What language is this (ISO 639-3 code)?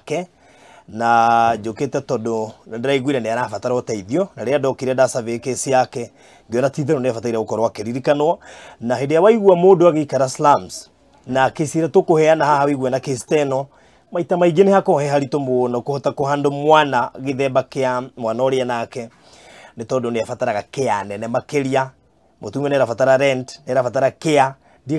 kik